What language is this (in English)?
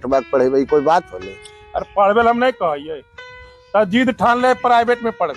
Magahi